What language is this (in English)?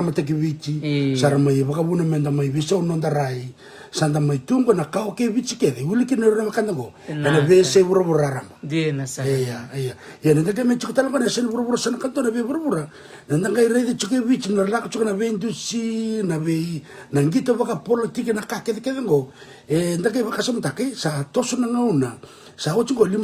Fijian